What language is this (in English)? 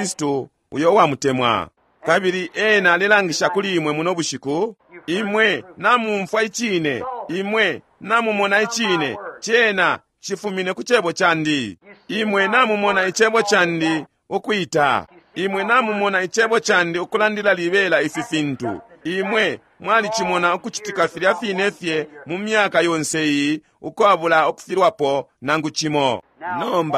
Bemba